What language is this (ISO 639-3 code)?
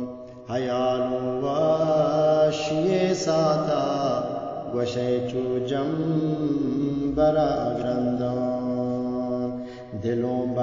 bgp